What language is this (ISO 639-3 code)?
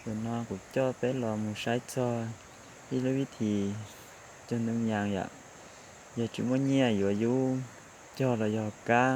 hmn